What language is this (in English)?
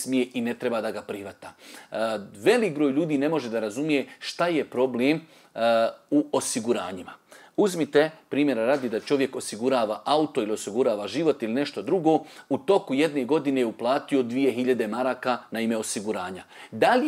Bosnian